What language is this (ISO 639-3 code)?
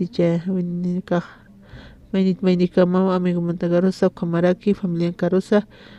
aym